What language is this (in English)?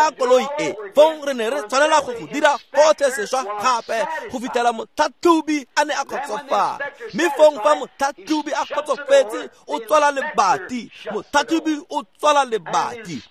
Tswana